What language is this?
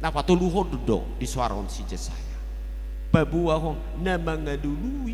Batak Toba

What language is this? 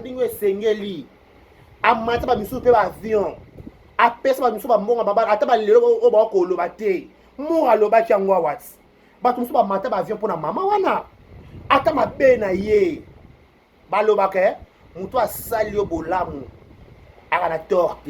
Lingala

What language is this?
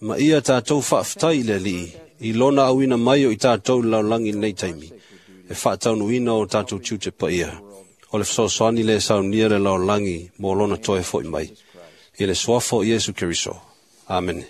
Samoan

